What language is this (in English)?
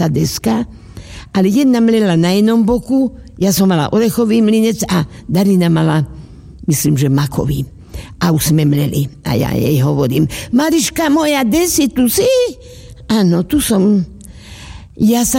Slovak